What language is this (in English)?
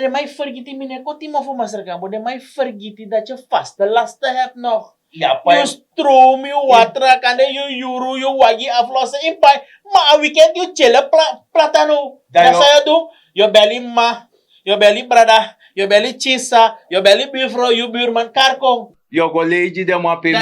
Sranan Tongo